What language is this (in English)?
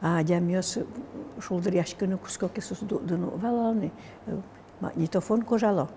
Udmurt